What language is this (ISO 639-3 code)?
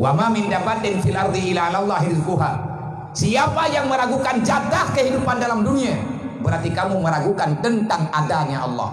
ace